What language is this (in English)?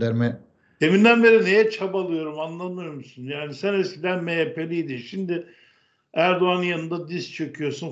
Turkish